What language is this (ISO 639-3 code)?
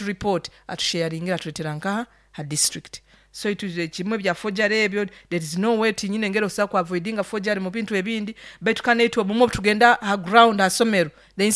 nyo